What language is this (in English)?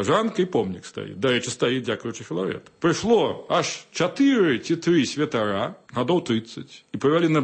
Belarusian